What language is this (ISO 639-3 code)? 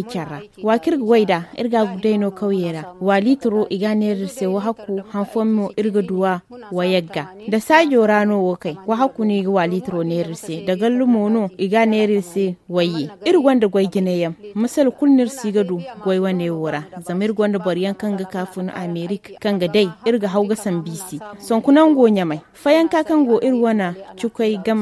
dje